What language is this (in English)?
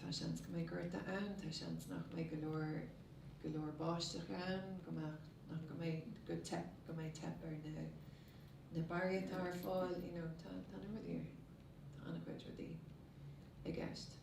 Irish